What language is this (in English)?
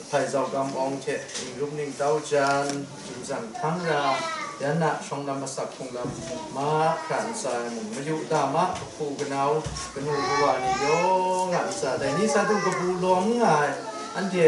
Kachin